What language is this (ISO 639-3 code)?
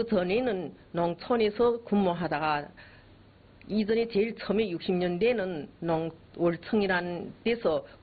kor